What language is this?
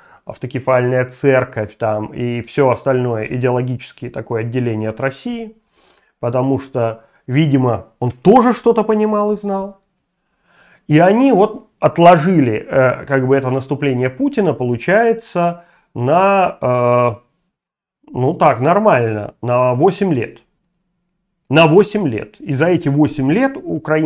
Russian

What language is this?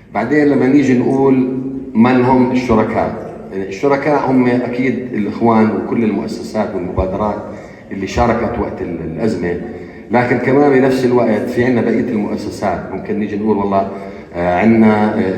North Levantine Arabic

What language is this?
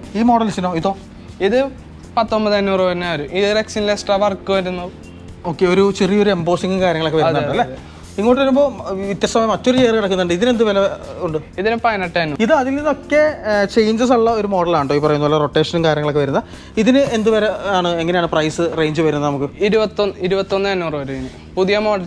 Malayalam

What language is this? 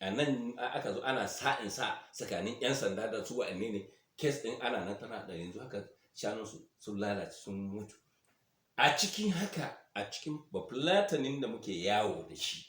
Hausa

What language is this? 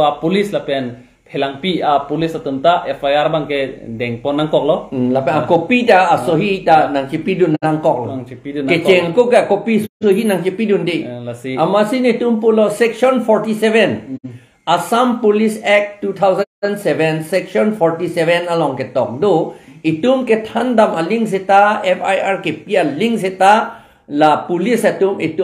Karbi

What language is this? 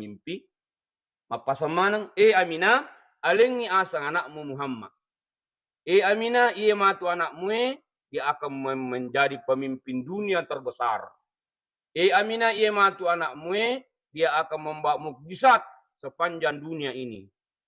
Buginese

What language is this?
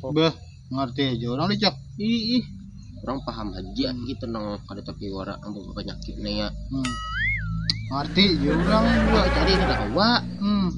Banjar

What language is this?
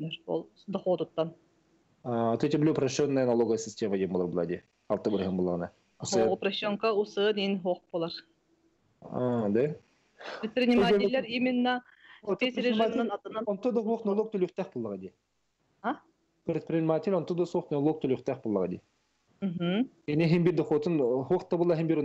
Yakut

